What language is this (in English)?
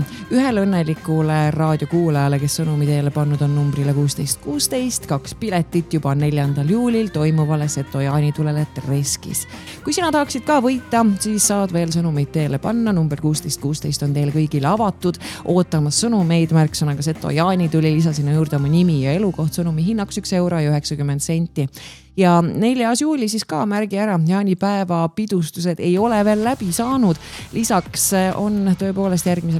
Estonian